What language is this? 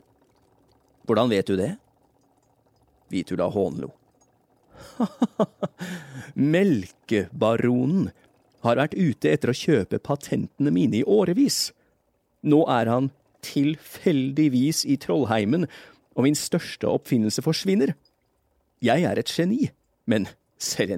Norwegian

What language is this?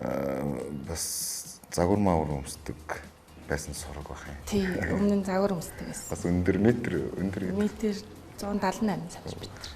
Mongolian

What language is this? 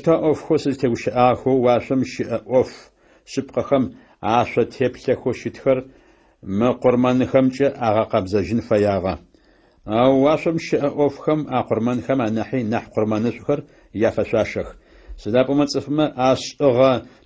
Adyghe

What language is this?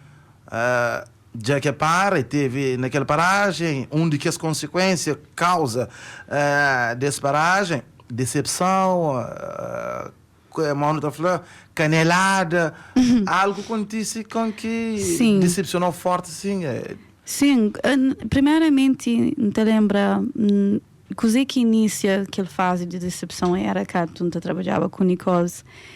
Kabuverdianu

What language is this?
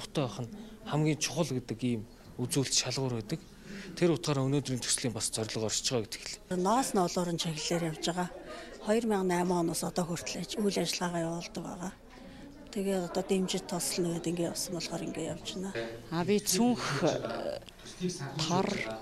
Mongolian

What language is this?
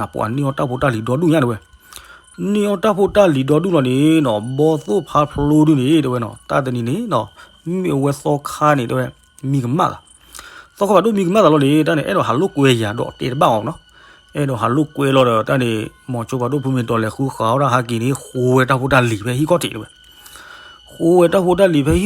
S'gaw Karen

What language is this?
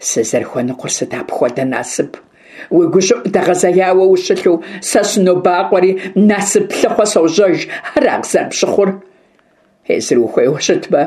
Kabardian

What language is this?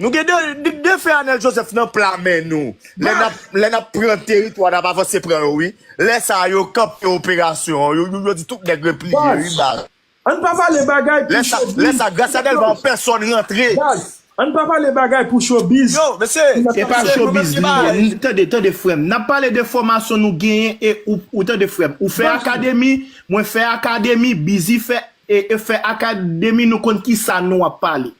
Haitian Creole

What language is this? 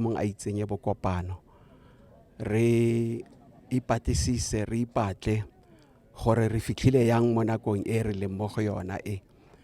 Tswana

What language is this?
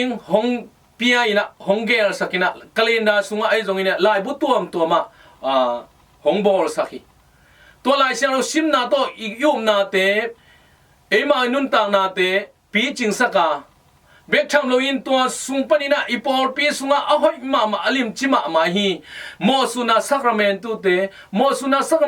Tedim Chin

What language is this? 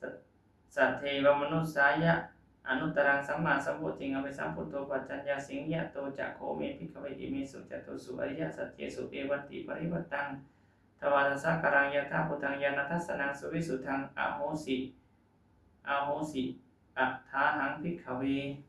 Pali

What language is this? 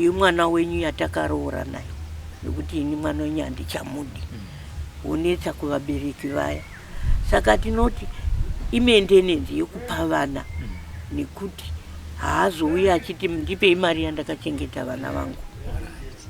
Shona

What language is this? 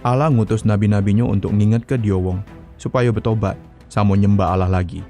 Musi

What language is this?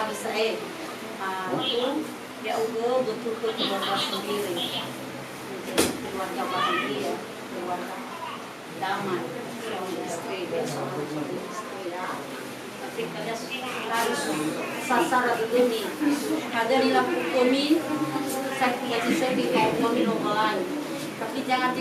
Nias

